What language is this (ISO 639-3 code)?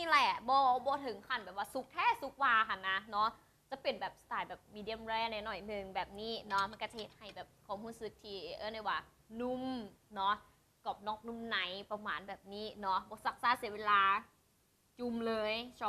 lao